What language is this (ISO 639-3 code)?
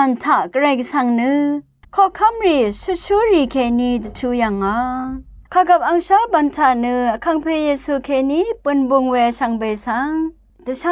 raw